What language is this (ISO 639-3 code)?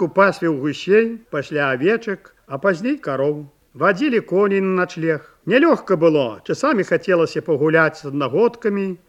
bel